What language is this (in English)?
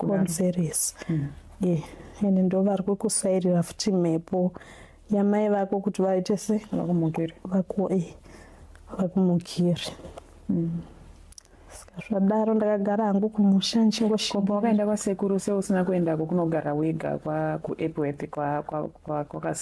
Shona